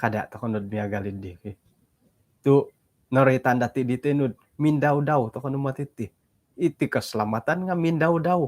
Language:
Central Dusun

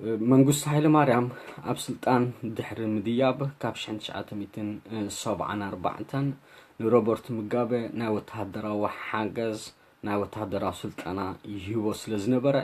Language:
Tigrinya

